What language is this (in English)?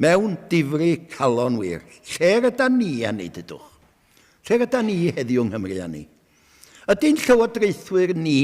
Welsh